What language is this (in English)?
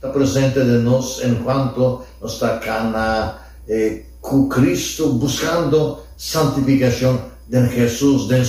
Papiamento